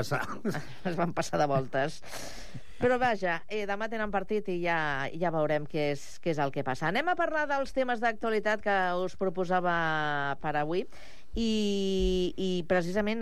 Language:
Catalan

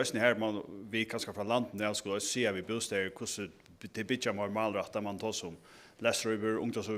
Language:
Faroese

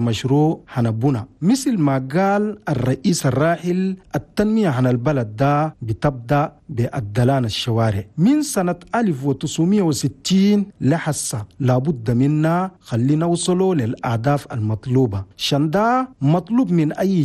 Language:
Chadian Arabic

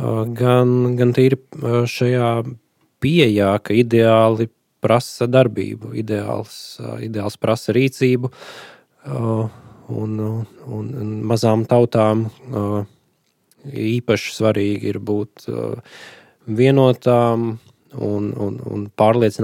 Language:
Latvian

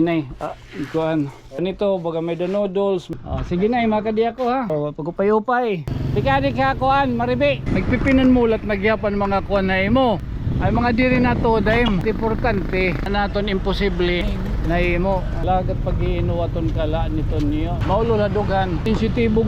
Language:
Waray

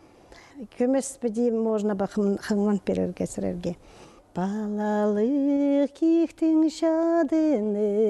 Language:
Khakas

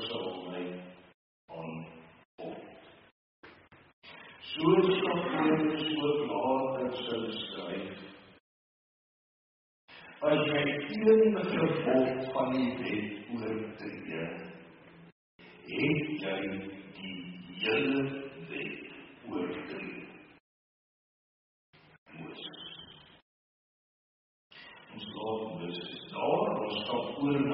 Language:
Afrikaans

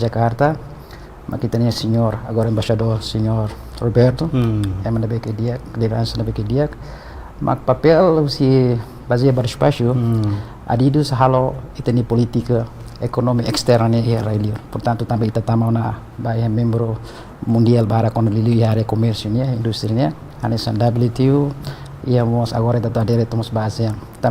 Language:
Tetum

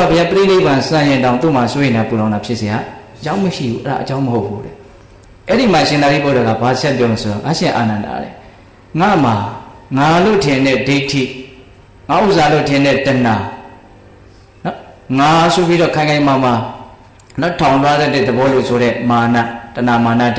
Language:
Burmese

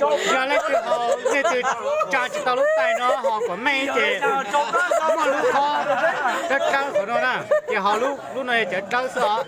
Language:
Hmong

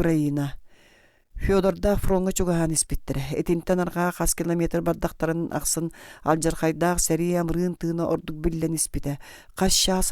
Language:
Yakut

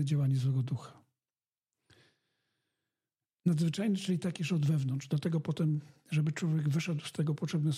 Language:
Polish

